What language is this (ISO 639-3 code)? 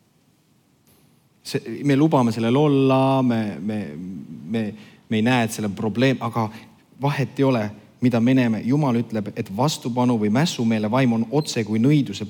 est